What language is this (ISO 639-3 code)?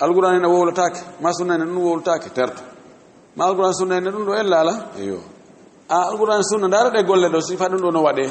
ful